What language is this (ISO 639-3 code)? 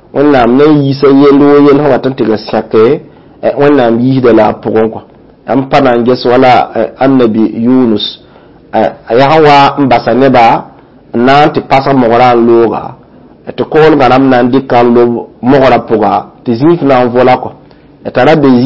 mos